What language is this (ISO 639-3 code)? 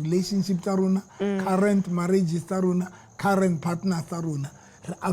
sot